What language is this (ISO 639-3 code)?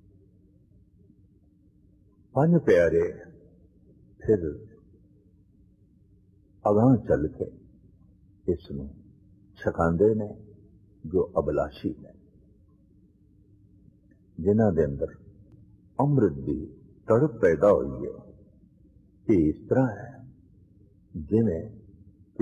pan